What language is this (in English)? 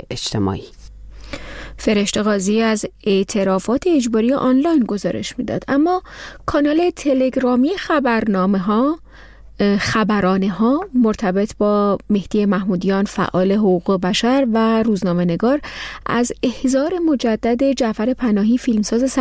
Persian